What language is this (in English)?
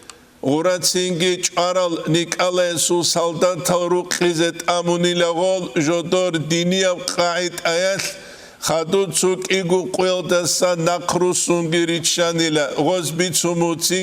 Avaric